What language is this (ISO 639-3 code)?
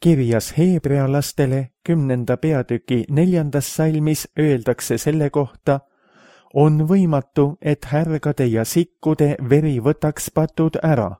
est